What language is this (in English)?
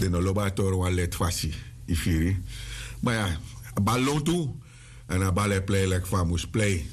Sranan Tongo